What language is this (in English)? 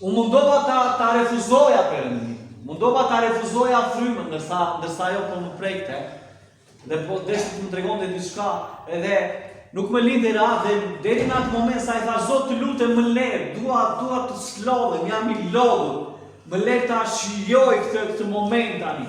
Albanian